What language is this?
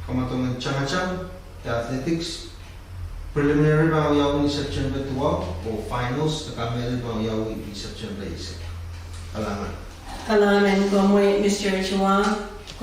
Pohnpeian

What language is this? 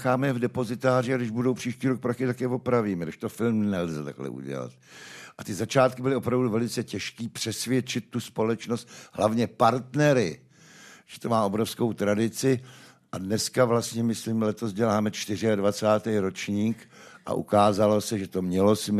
Czech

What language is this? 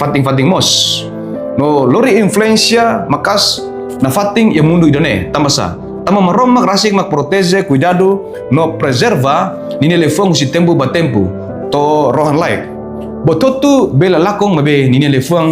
Tetum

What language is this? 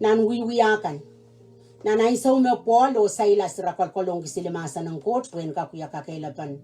Pohnpeian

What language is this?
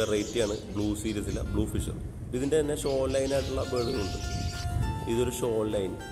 Malayalam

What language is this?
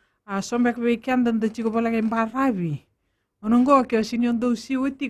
Fijian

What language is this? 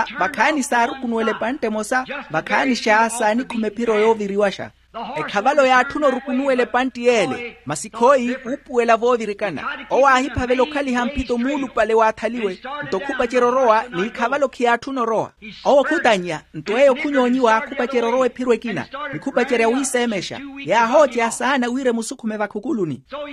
Makhuwa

